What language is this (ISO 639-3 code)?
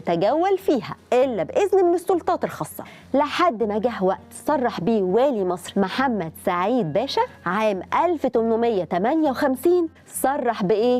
arz